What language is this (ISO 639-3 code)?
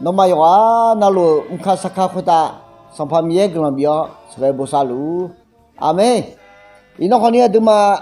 ahk